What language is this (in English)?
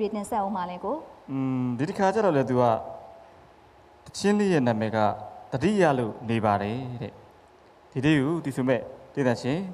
Burmese